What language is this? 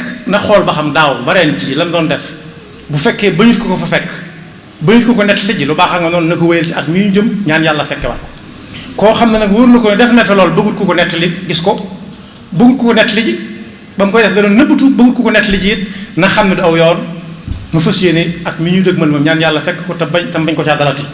Wolof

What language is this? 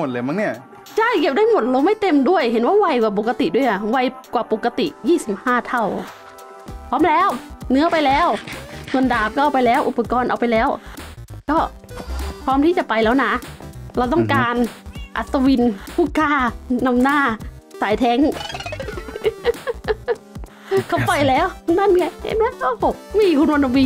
Thai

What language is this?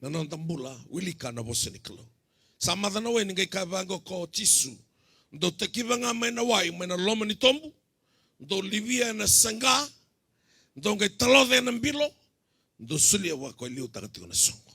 Fijian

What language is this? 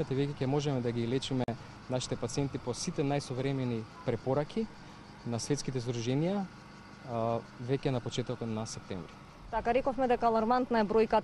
Macedonian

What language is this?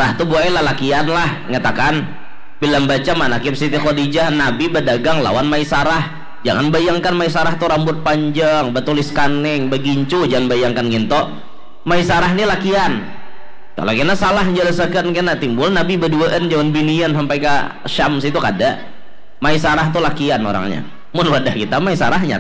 Banjar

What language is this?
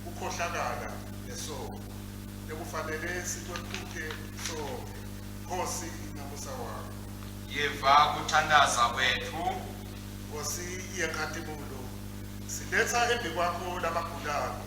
Swati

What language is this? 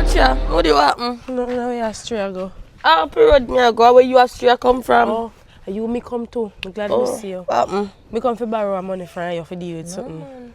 Jamaican Creole English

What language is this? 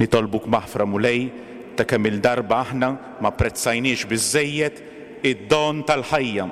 Maltese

